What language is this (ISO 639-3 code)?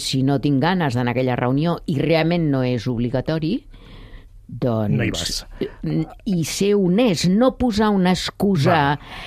cat